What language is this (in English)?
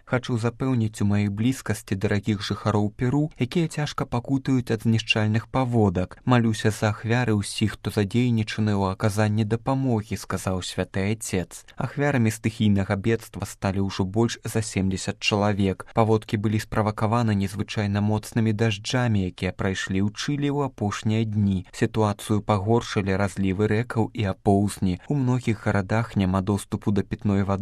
Belarusian